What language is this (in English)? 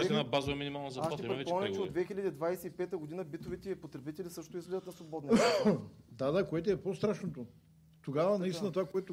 Bulgarian